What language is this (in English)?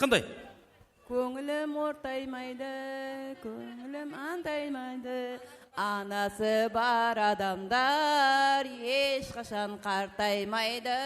Kara-Kalpak